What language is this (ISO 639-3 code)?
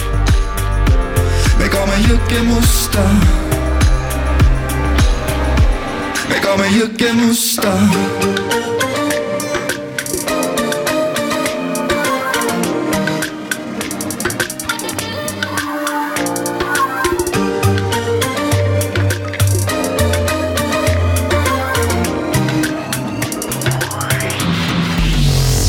est